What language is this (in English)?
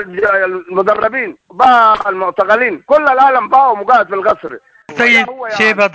Sudanese Arabic